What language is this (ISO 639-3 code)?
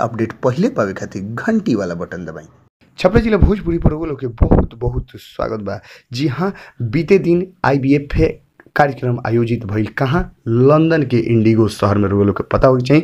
bho